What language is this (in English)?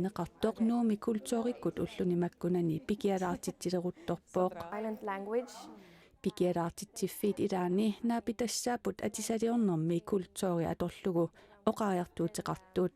Kalaallisut